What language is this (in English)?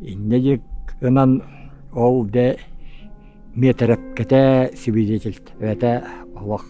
Yakut